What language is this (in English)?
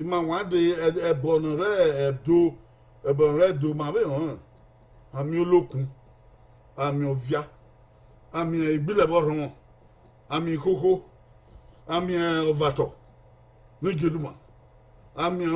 Bini